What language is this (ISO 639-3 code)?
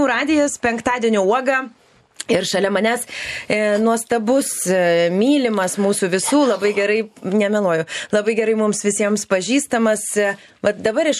lit